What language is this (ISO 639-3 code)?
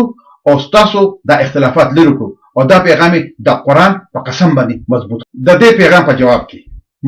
pus